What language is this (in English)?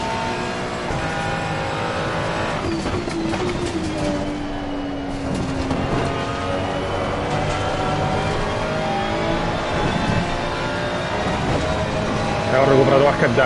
Italian